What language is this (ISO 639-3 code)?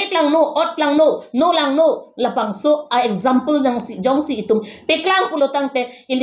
mjw